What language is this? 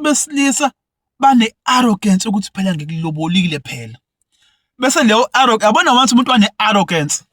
Zulu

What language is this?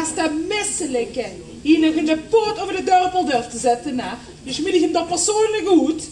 Limburgish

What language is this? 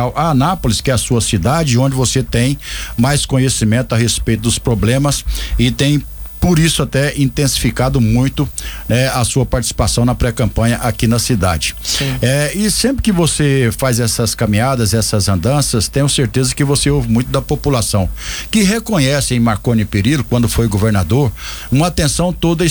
Portuguese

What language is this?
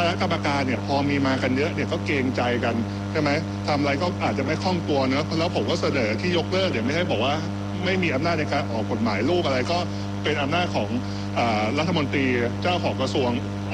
Thai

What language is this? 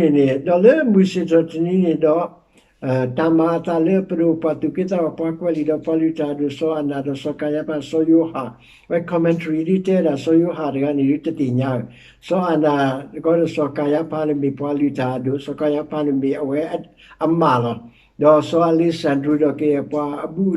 S'gaw Karen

